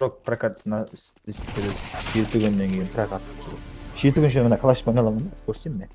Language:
Kara-Kalpak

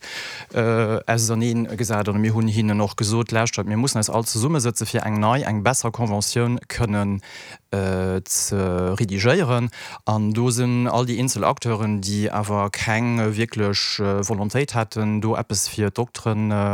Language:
Luxembourgish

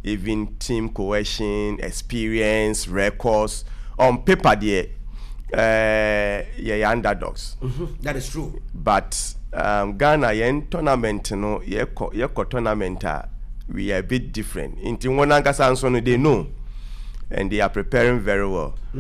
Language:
Akan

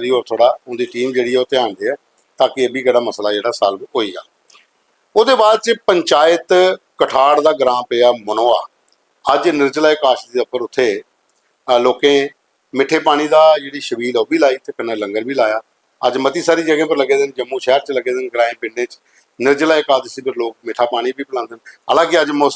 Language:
Dogri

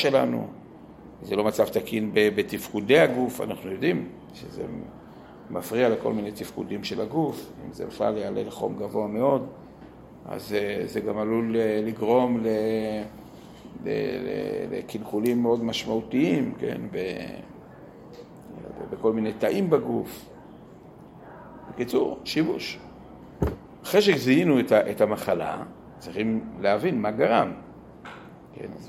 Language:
Hebrew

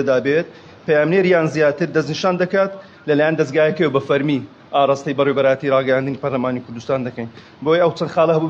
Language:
Central Kurdish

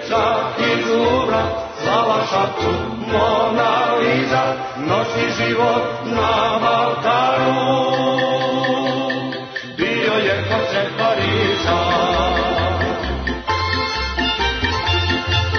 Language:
Serbian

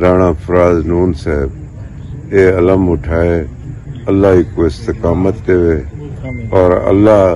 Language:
Saraiki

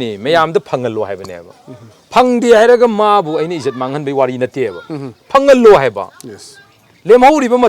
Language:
Manipuri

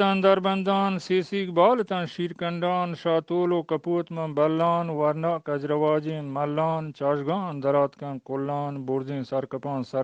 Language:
Eastern Balochi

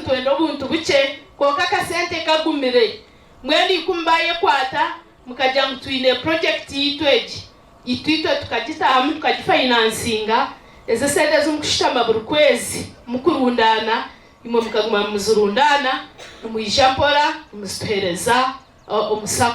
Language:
Nyankole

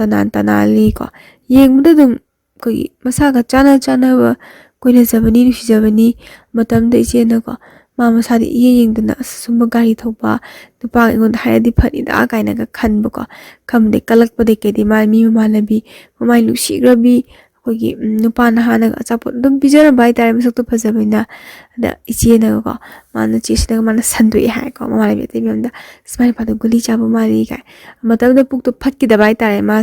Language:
Manipuri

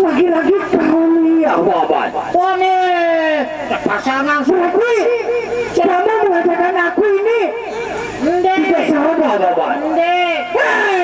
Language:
Sasak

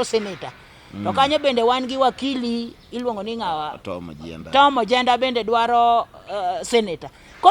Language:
Luo (Kenya and Tanzania)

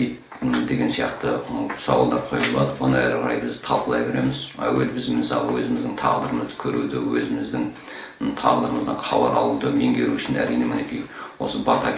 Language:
Kazakh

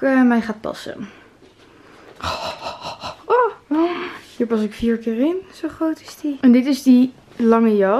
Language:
Dutch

